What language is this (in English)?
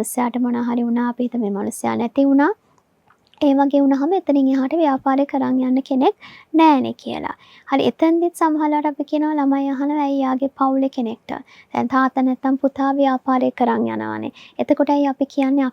Sinhala